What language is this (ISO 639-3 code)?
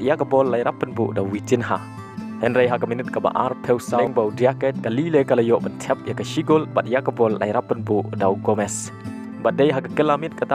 kha